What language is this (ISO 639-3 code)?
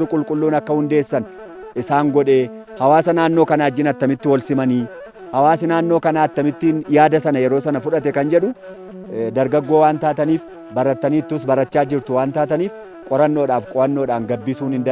orm